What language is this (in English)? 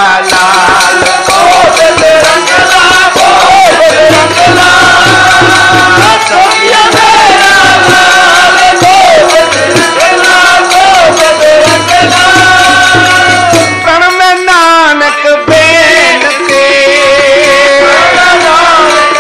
Punjabi